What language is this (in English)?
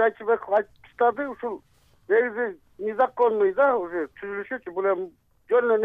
Kyrgyz